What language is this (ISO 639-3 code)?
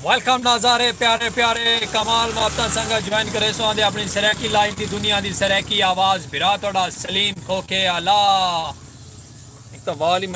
skr